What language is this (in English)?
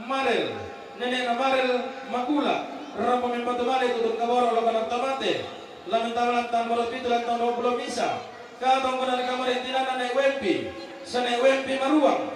Toraja-Sa'dan